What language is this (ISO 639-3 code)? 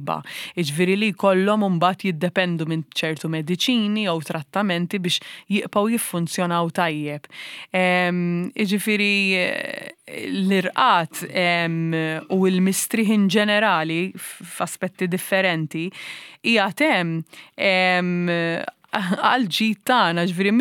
mlt